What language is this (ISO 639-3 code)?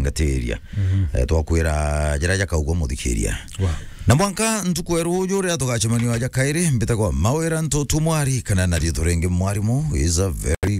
mer